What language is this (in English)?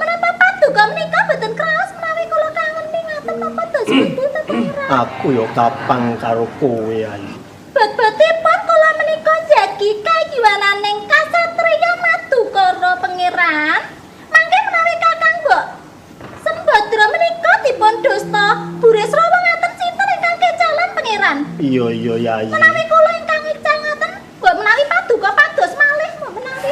Javanese